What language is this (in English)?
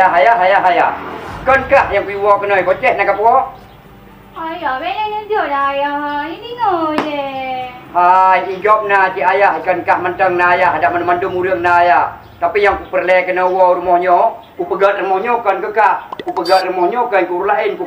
Achinese